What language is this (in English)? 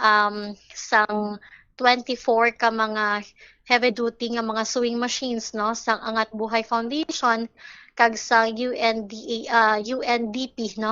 Hiligaynon